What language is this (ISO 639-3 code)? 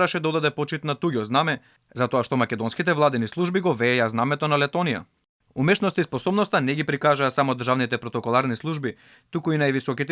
mkd